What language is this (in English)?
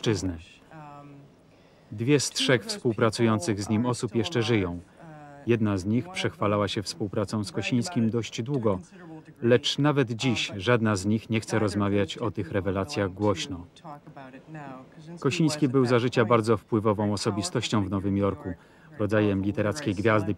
Polish